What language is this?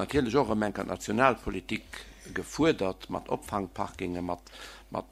Luxembourgish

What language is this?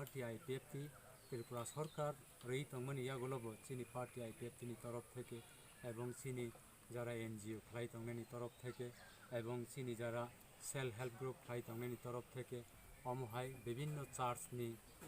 Kok Borok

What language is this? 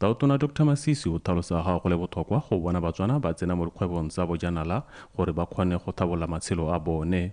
Tswana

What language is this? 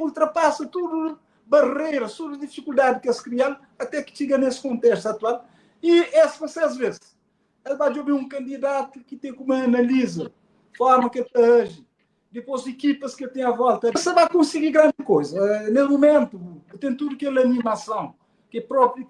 Kabuverdianu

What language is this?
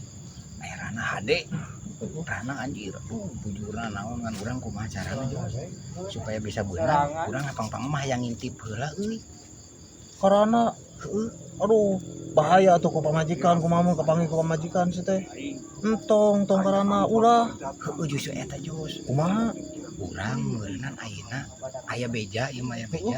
Sundanese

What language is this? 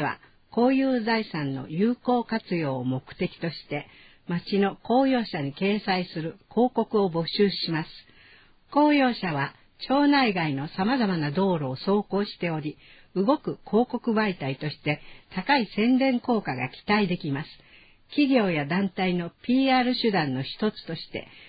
Japanese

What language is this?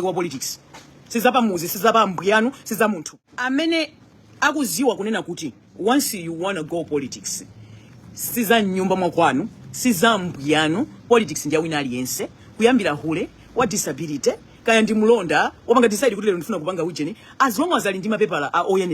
Nyanja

